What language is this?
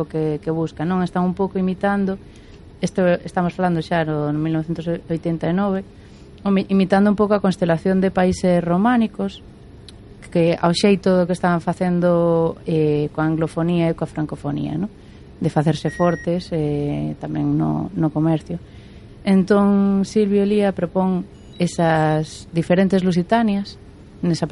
Galician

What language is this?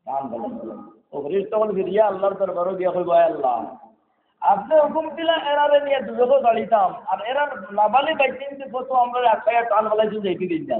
Sylheti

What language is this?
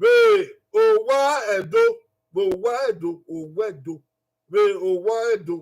Bini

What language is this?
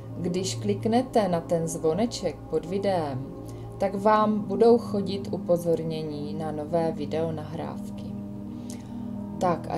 Czech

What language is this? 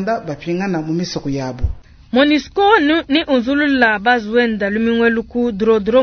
Luba-Lulua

